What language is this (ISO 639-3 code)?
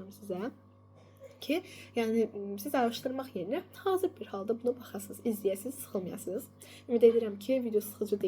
aze